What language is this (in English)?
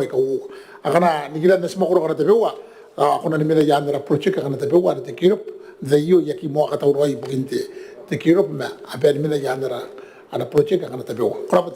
Gilbertese